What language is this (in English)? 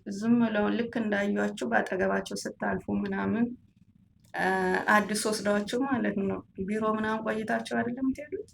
Amharic